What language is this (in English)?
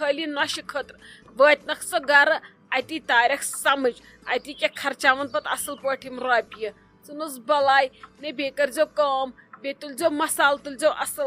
Kashmiri